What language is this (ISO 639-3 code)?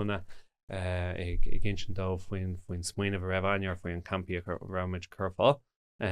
gle